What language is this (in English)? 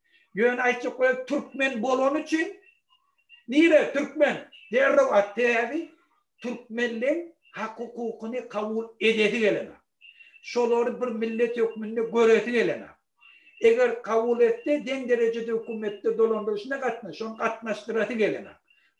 Turkmen